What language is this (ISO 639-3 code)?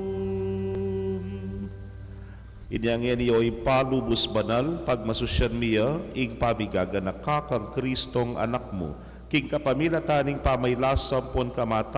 pam